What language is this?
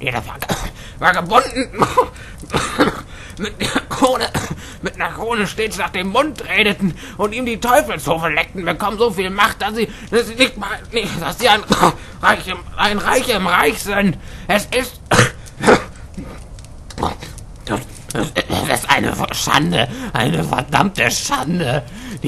German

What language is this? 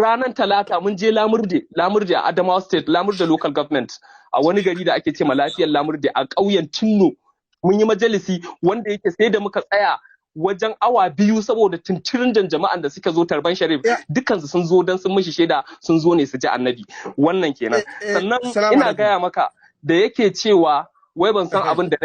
Hausa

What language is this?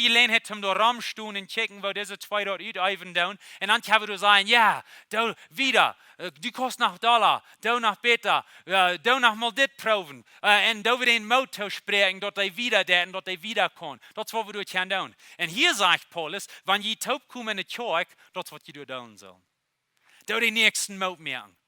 Plautdietsch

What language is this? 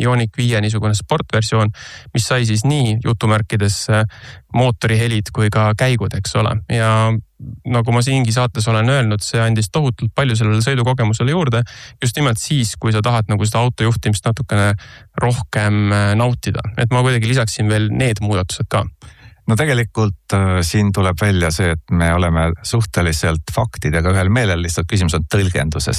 Estonian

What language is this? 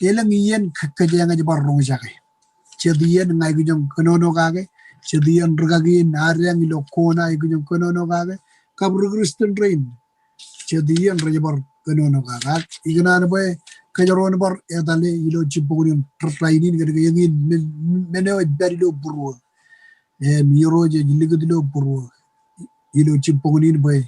Marshallese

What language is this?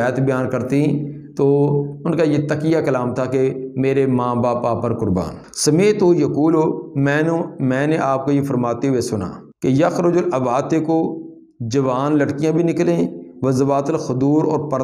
Urdu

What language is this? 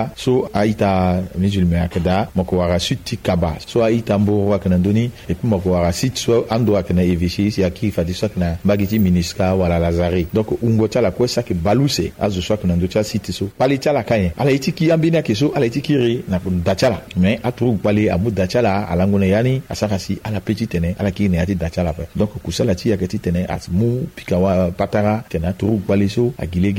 Sango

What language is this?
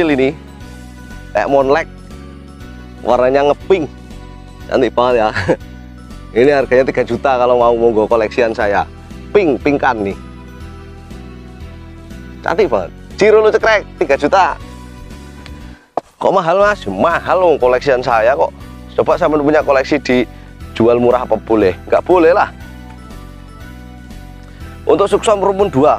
Indonesian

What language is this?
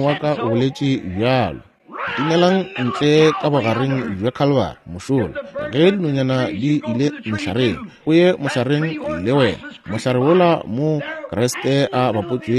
Northern Sotho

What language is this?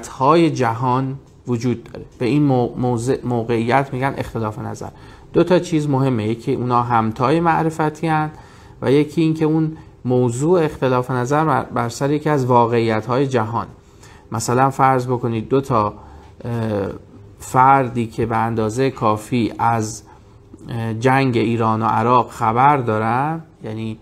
Persian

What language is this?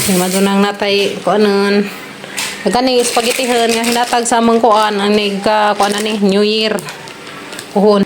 Cebuano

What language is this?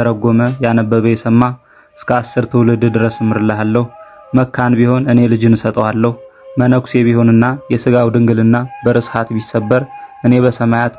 Amharic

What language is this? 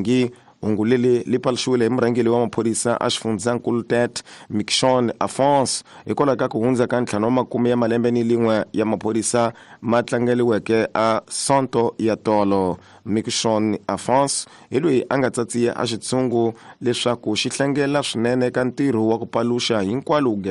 Tsonga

